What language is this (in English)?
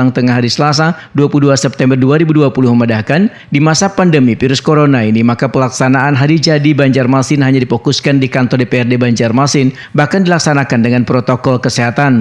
Banjar